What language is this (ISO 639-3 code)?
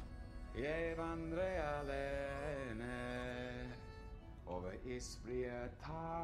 nor